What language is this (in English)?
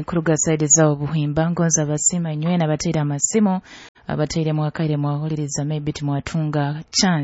Nyoro